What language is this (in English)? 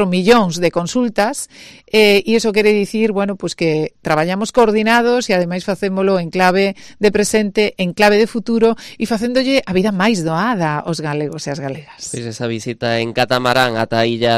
Galician